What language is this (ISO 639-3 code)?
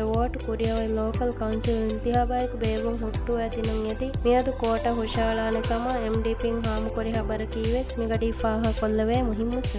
div